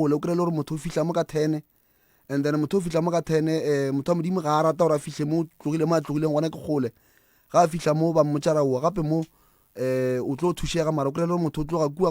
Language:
Northern Sotho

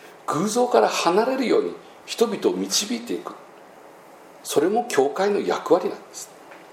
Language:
Japanese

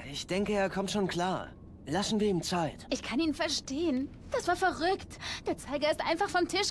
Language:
Bavarian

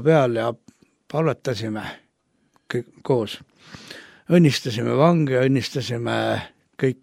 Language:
Estonian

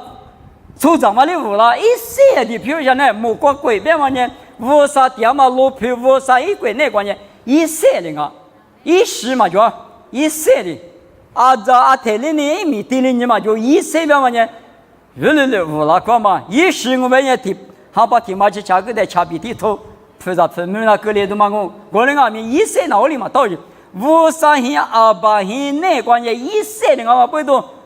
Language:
Lisu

